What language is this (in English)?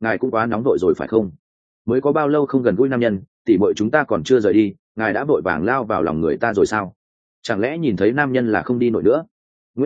Vietnamese